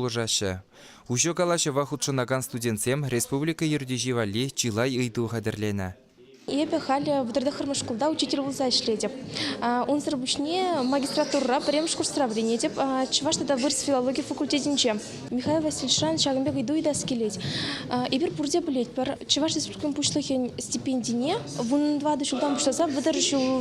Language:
Chuvash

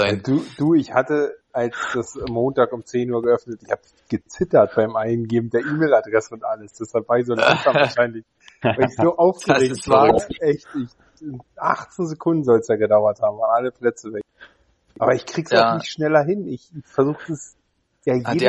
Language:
German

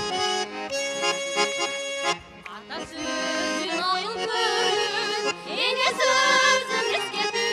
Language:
Kyrgyz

